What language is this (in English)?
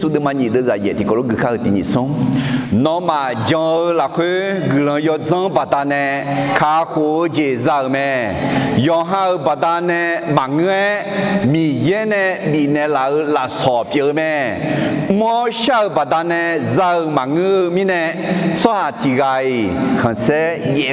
Akha